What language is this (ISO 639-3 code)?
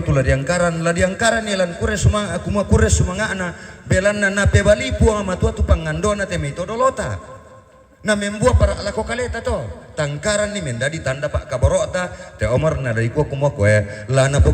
sda